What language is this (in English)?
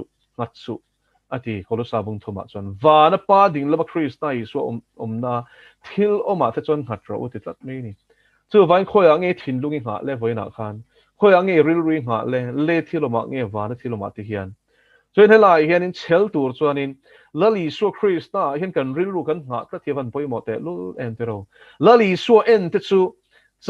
Mizo